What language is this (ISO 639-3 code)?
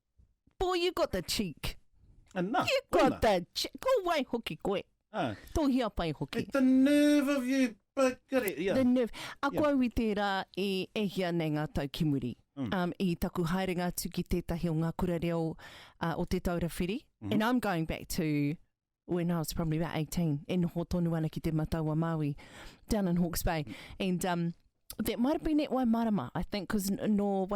mri